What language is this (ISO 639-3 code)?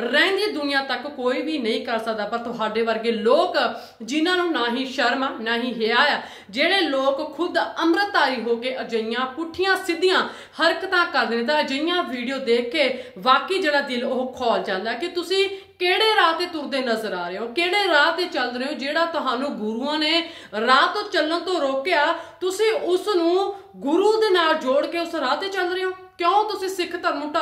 pan